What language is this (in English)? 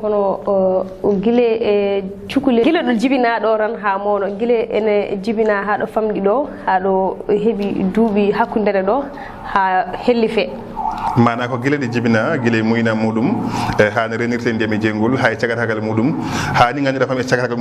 Fula